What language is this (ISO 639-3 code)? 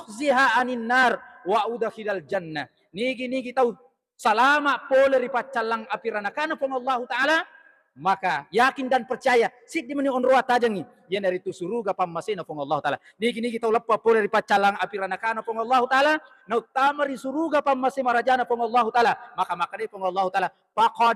bug